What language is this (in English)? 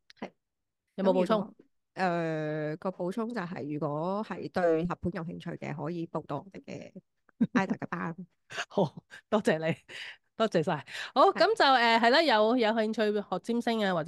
Cantonese